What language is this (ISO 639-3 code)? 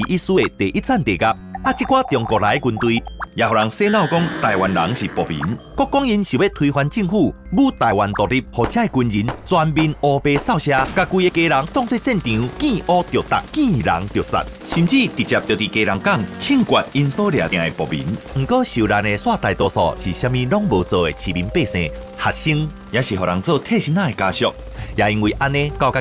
nan